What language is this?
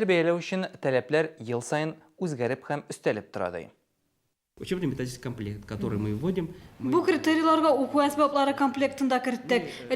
Tatar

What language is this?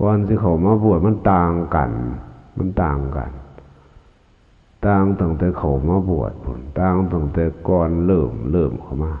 Lao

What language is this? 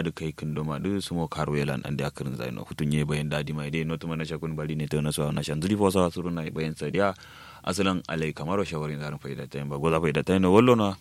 Kanuri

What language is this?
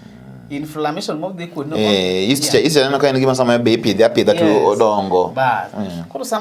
Luo (Kenya and Tanzania)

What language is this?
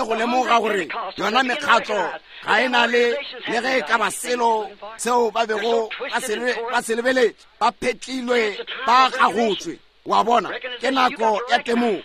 Northern Sotho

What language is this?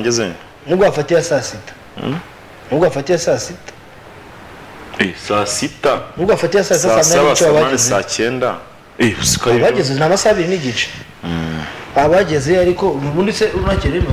Kinyarwanda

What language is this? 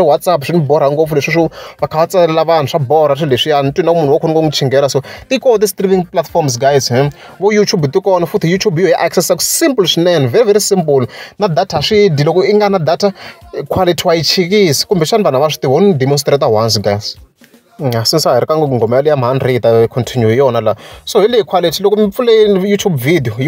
Tsonga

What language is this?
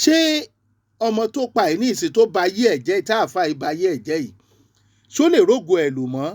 Yoruba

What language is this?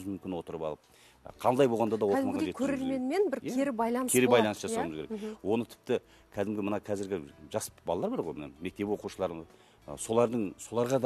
Kazakh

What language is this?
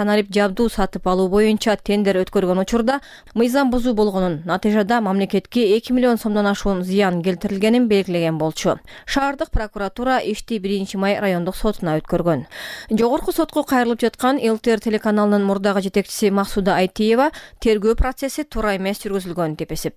Kyrgyz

